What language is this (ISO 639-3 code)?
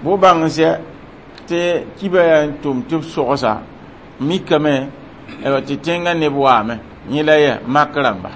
mos